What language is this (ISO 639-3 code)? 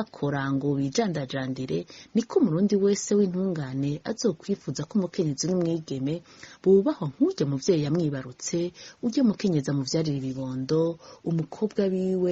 run